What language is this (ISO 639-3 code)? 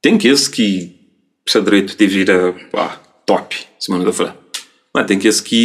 kea